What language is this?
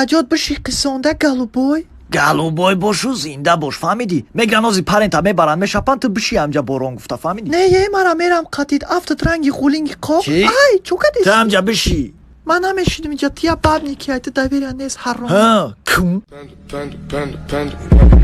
Tajik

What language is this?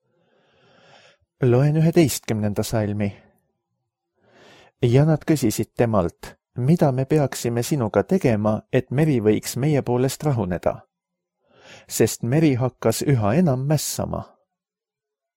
Estonian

